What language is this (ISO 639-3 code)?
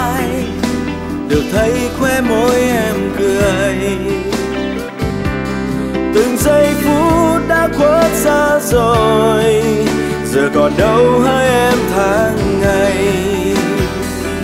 vie